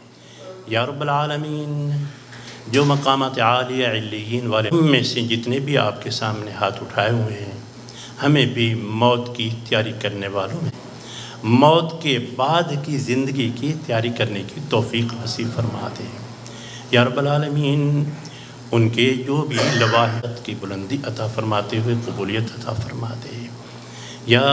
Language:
Urdu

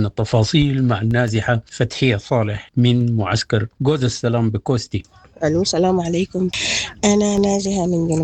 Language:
Sudanese Arabic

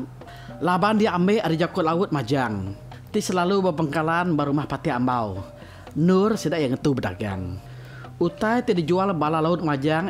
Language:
Iban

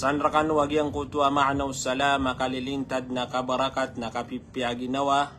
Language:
Maranao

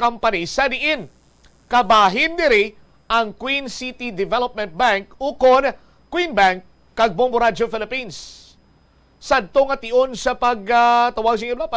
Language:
Hiligaynon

